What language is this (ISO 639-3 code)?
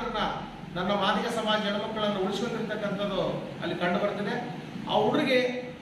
kan